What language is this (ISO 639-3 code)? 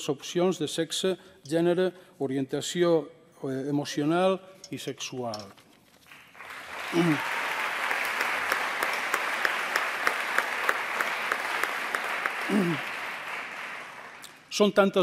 cat